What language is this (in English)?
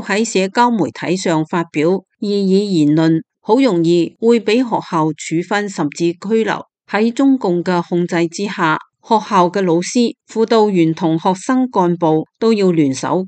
Cantonese